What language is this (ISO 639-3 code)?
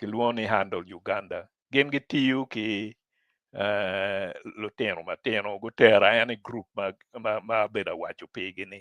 ach